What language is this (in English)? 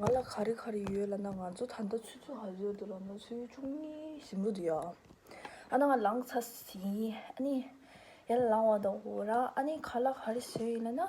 Tibetan